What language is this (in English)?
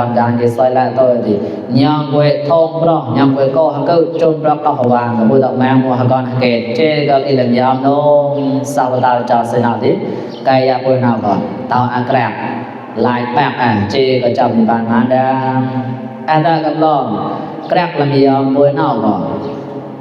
Mon